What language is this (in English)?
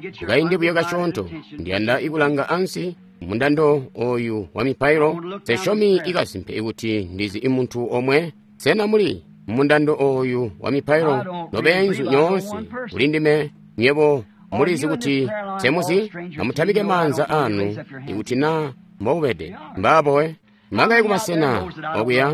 Tonga (Zambia)